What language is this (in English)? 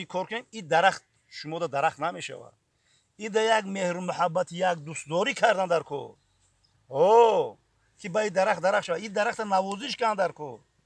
Tajik